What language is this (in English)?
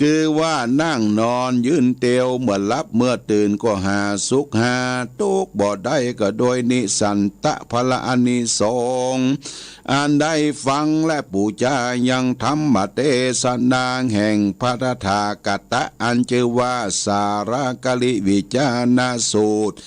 Pali